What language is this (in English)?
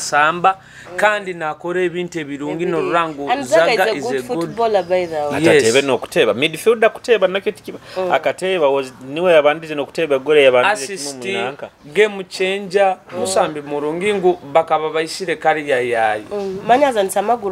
Nyoro